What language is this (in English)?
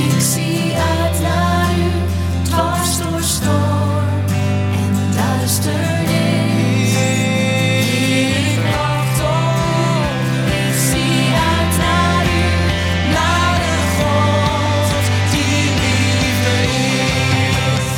Dutch